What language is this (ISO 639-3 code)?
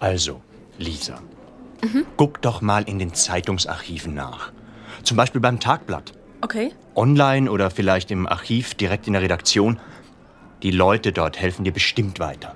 gsw